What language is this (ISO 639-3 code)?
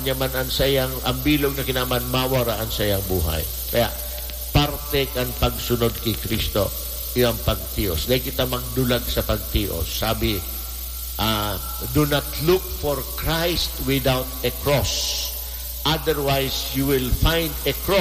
bik